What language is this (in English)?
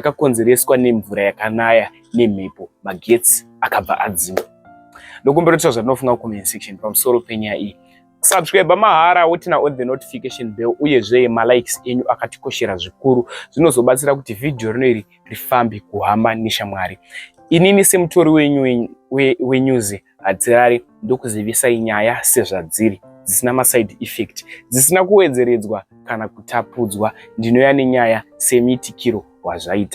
Shona